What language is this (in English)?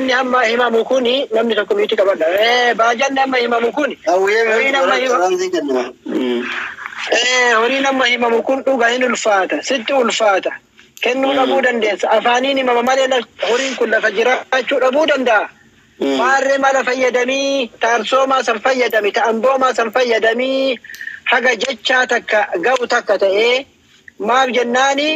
Oromo